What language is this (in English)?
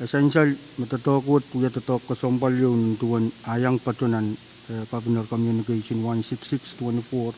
Pohnpeian